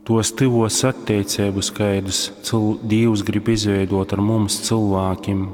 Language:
Latgalian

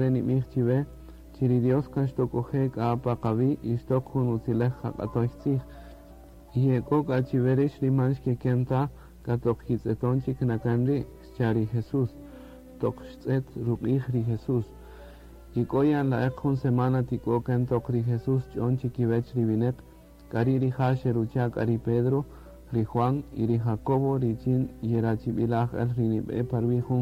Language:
Kaqchikel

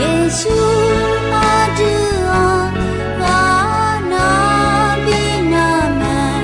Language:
Akha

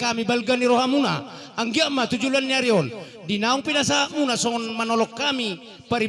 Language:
Batak Toba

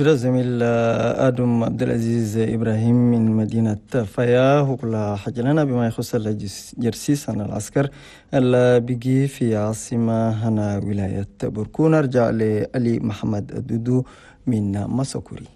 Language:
Chadian Arabic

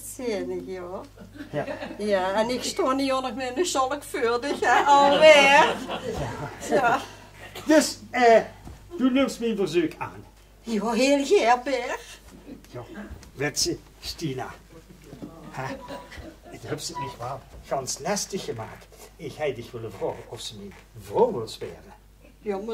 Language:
Limburgish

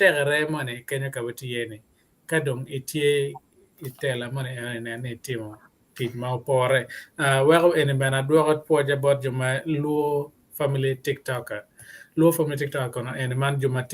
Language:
Acoli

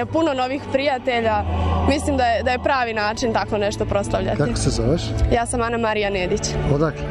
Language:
Serbian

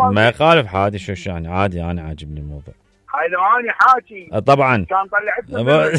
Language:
Mesopotamian Arabic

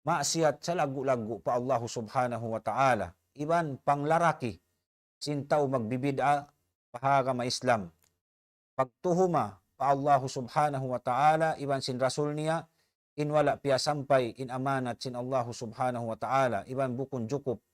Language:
Tausug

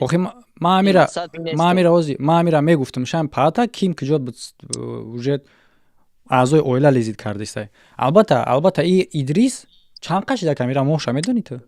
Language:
Tajik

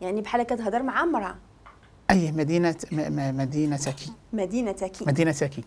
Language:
Moroccan Arabic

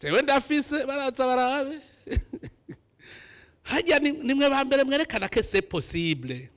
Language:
Rundi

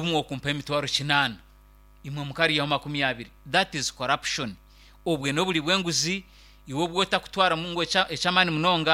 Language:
Nyankole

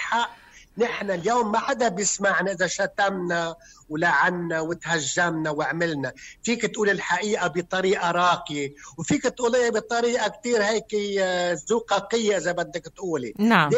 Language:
North Levantine Arabic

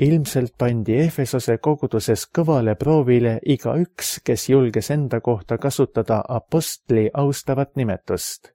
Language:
Estonian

